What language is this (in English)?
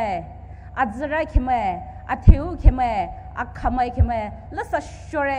Poumei Naga